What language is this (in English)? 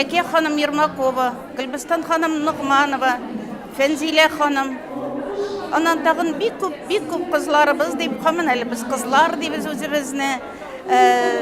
Tatar